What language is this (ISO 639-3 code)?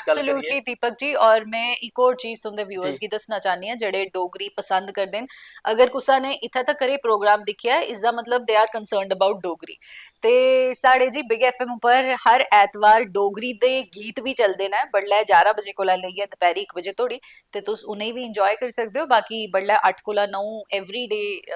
doi